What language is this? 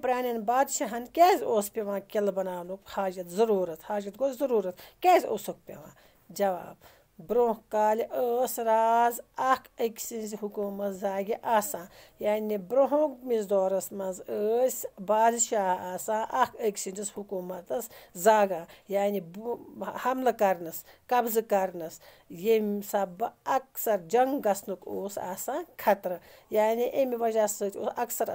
Kashmiri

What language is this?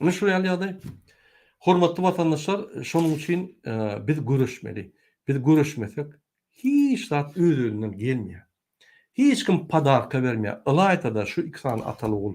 Turkmen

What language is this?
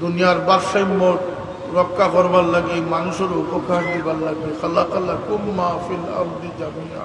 Sylheti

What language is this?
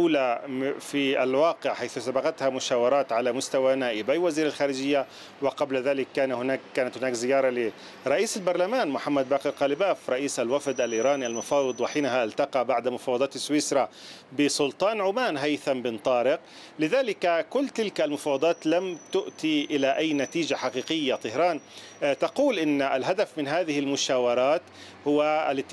Arabic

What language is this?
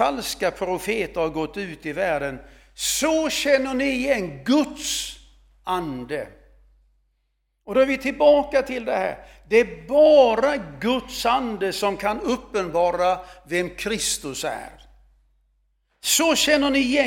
Swedish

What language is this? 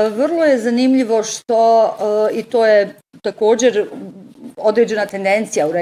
Bosnian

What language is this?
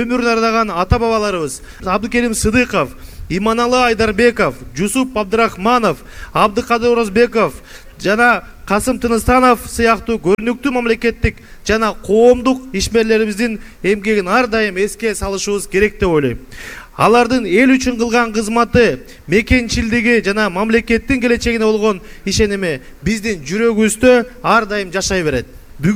Kyrgyz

